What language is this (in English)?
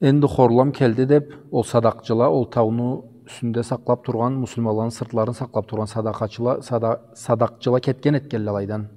Karachay-Balkar